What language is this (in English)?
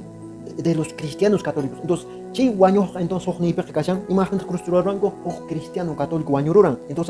Quechua